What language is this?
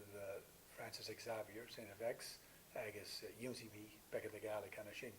Scottish Gaelic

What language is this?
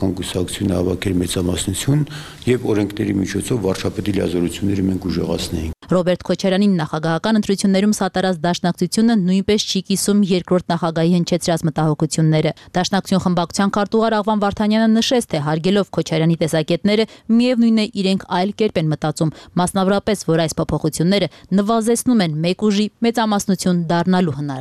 Armenian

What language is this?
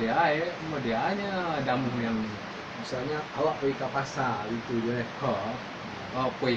Minangkabau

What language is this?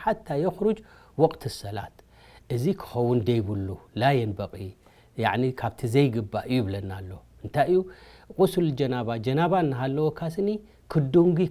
Tigrinya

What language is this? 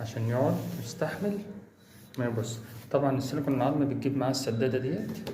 Egyptian Arabic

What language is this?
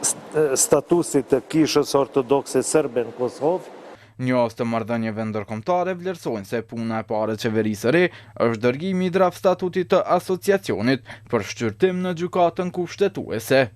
Albanian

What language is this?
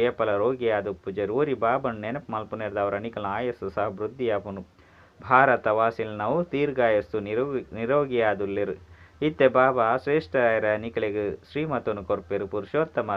Tulu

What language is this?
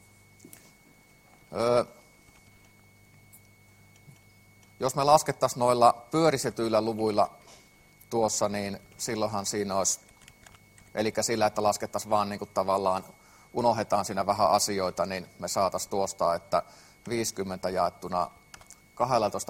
Finnish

